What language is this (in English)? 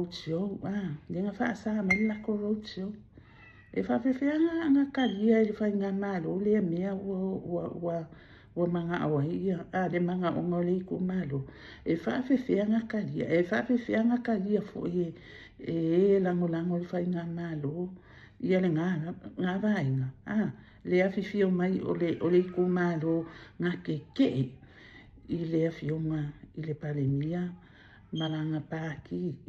Samoan